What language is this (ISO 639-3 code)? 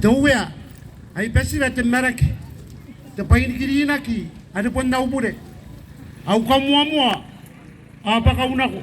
gil